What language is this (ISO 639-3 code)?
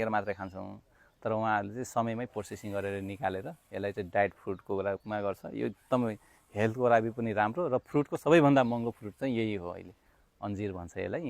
nep